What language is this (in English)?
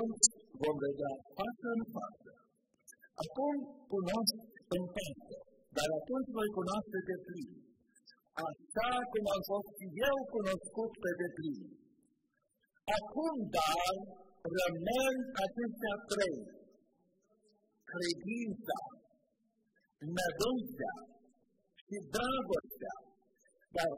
Romanian